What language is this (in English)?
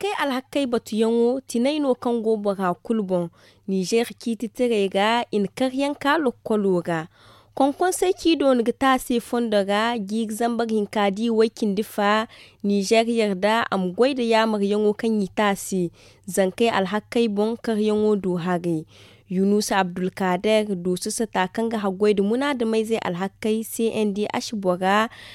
Zarma